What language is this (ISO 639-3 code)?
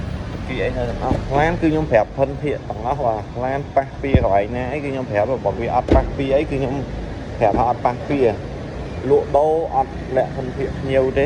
khm